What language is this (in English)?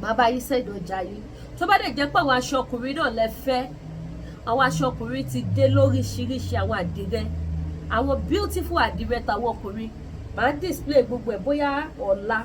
Yoruba